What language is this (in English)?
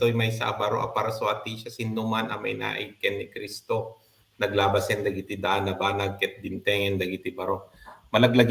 Iloko